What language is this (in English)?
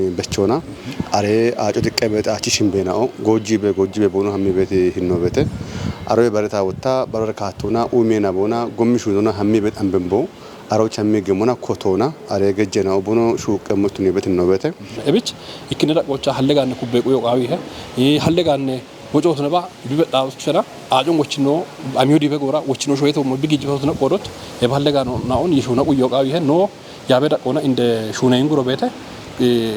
Kafa